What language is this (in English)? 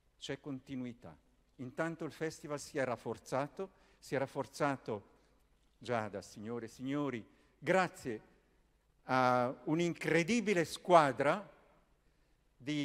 Italian